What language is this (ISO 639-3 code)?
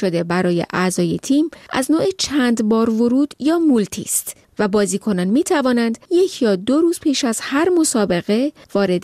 fas